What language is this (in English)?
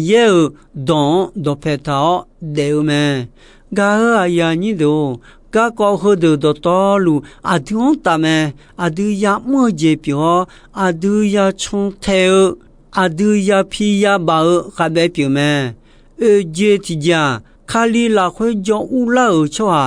Akha